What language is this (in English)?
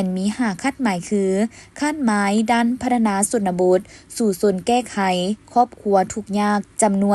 Lao